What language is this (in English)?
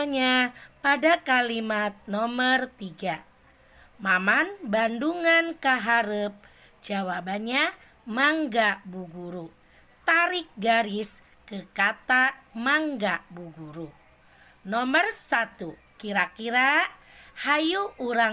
Sundanese